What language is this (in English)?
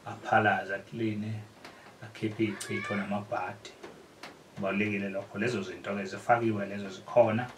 Zulu